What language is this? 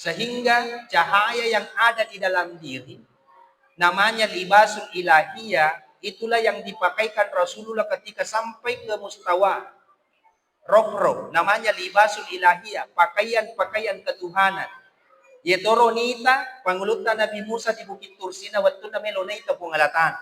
Buginese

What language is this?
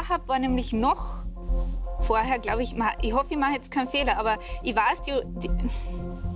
German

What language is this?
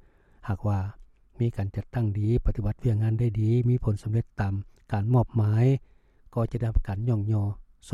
Lao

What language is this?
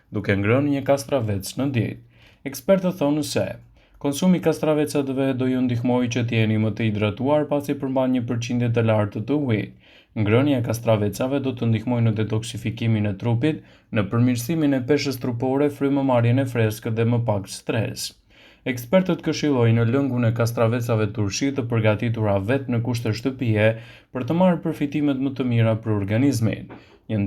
Albanian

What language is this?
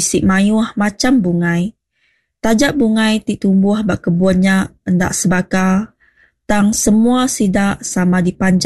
Iban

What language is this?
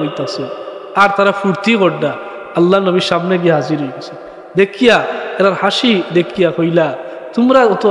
Sylheti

